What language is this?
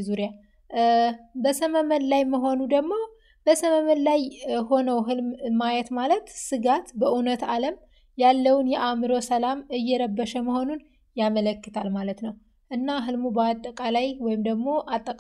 Amharic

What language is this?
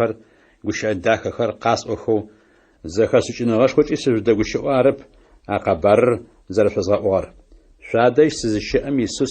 Adyghe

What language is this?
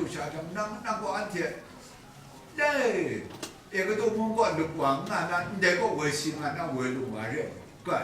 Kachin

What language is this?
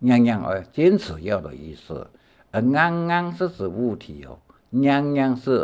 Hakka Chinese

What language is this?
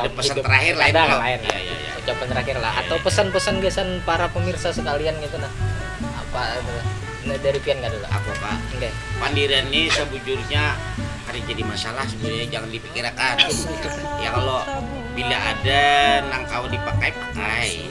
Banjar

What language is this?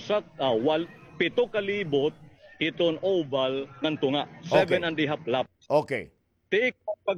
Waray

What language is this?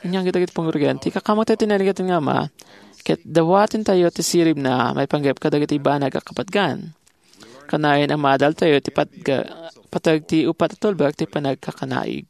Iloko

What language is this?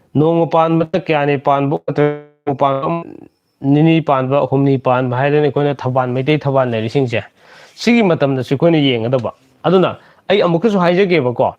Manipuri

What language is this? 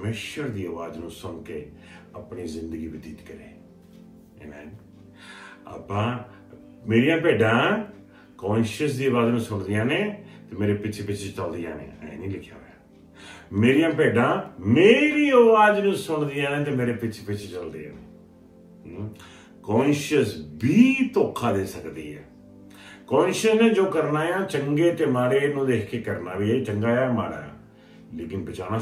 Punjabi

